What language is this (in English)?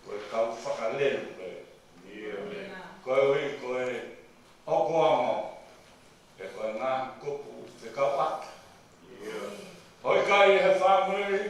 Tongan